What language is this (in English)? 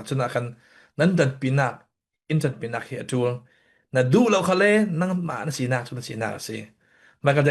Falam Chin